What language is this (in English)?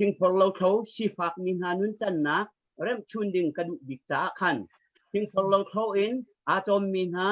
Hakha Chin